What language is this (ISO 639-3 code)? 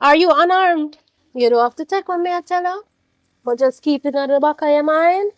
jam